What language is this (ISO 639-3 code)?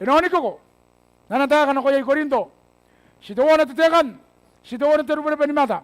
gil